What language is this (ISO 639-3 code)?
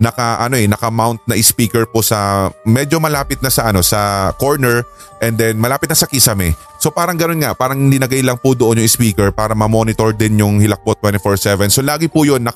fil